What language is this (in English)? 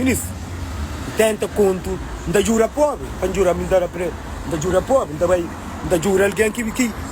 Kabuverdianu